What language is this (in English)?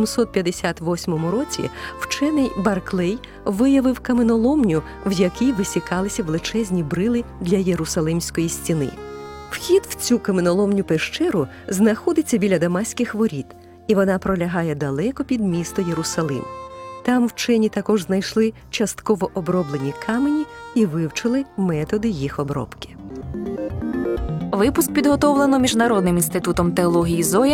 Ukrainian